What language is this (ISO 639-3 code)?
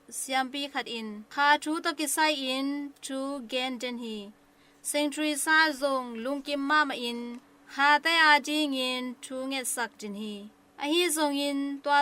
ctd